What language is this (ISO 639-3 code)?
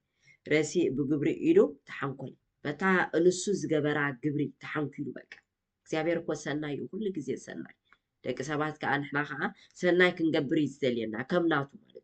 tir